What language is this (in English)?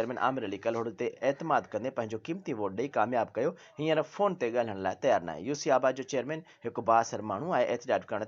Sindhi